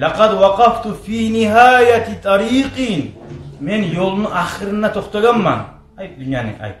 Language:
Kumyk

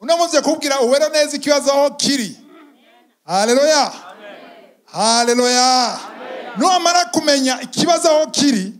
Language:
Rundi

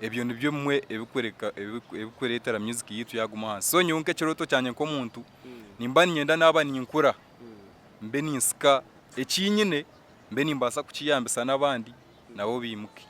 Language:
Nyankole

